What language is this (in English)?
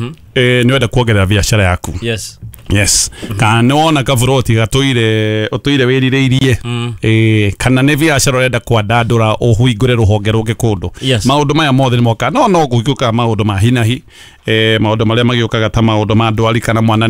Kikuyu